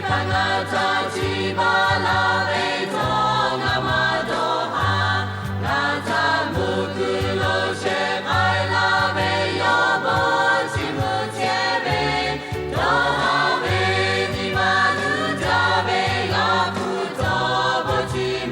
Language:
Lahu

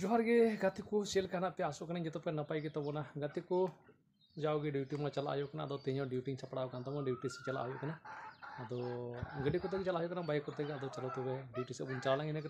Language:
Santali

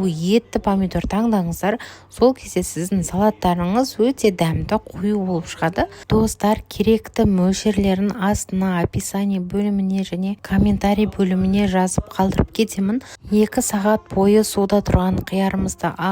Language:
Kazakh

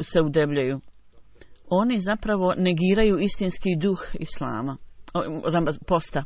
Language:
Bosnian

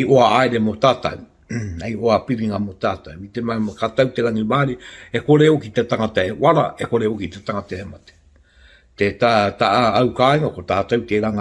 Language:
Māori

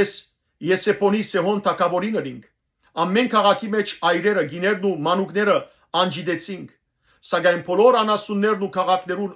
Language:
Western Armenian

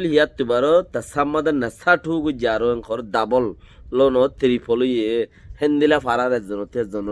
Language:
Rohingya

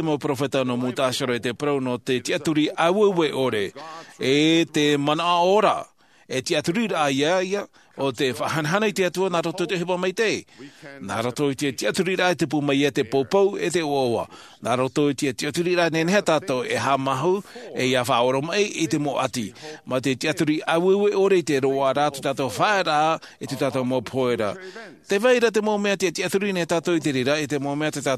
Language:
Tahitian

